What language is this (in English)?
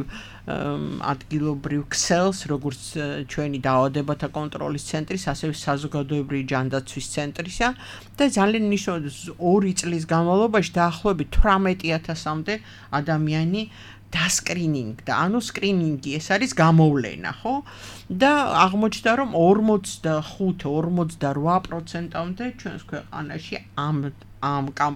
Georgian